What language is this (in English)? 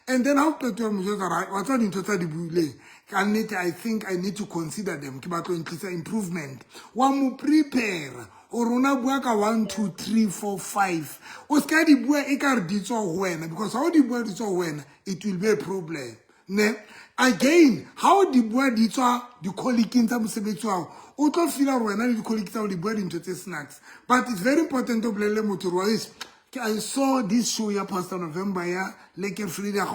Southern Sotho